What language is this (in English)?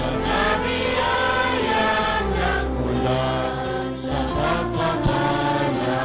Hiligaynon